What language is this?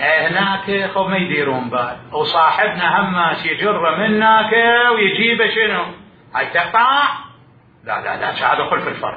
Mesopotamian Arabic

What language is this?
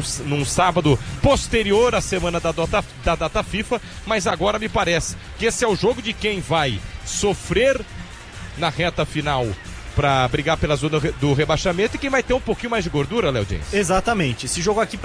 Portuguese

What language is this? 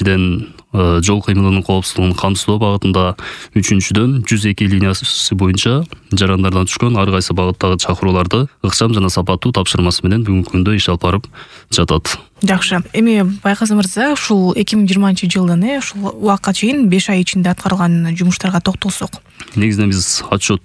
Kyrgyz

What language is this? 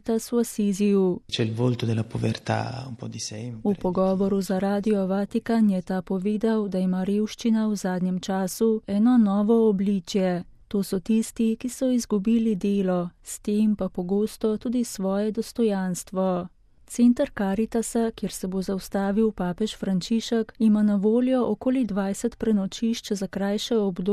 Slovenian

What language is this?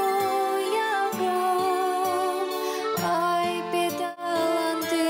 Gagauz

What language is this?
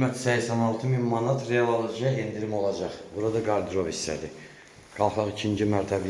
Azerbaijani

